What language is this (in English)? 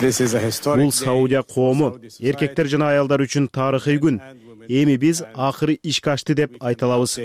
Kyrgyz